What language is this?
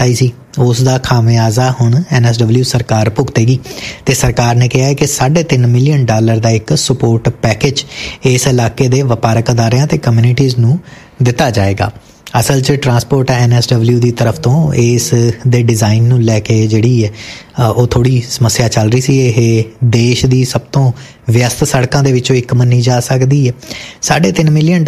Punjabi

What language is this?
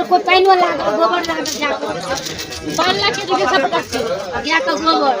Maithili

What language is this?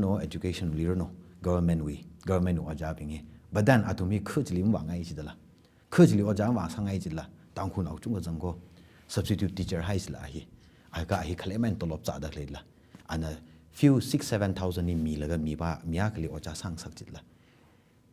Tangkhul Naga (India)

